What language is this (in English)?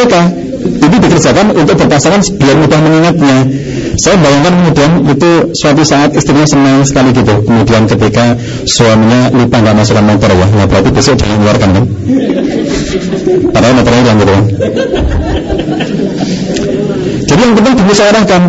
Indonesian